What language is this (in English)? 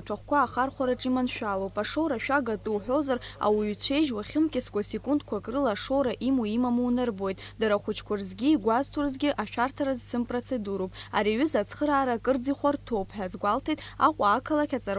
Abkhazian